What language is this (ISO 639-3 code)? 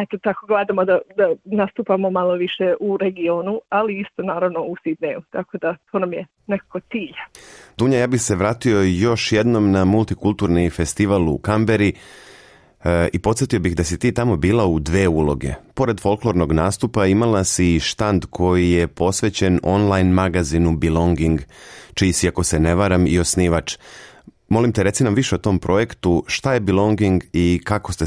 srp